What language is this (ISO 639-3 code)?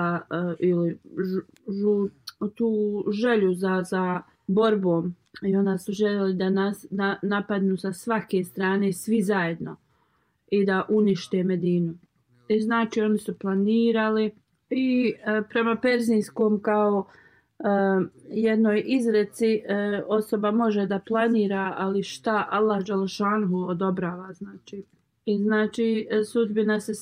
bos